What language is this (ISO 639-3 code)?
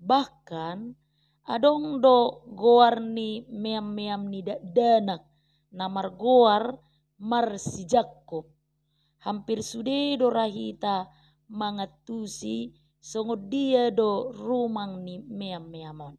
bbc